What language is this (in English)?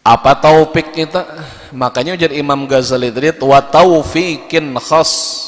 Banjar